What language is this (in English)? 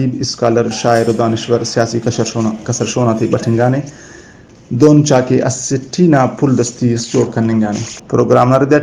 Brahui